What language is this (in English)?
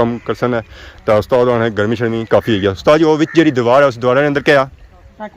Pahari-Potwari